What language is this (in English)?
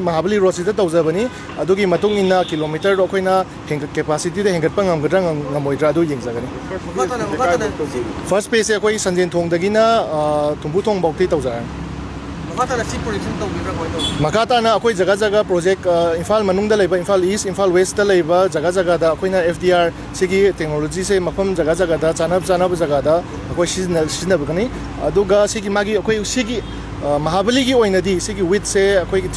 Manipuri